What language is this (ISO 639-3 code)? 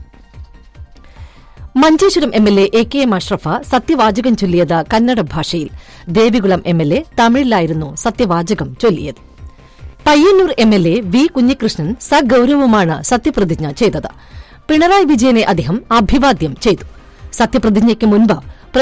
mal